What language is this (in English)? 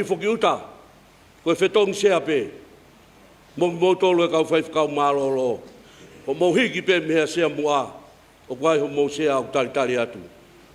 Tongan